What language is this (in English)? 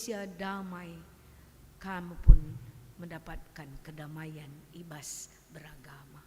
Batak Karo